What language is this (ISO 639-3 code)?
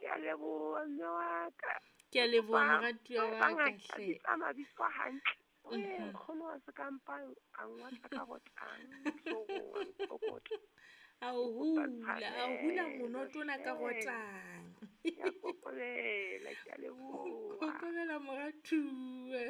sot